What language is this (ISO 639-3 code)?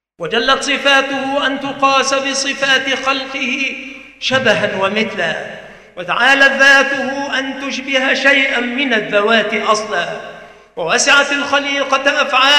ara